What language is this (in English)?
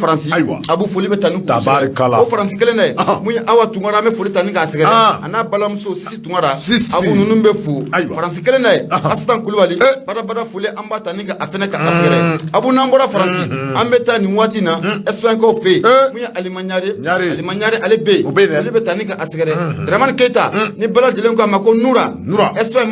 Bambara